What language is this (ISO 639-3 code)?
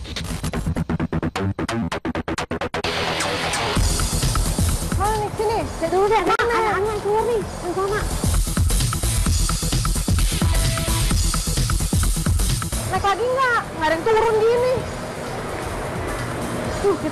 ind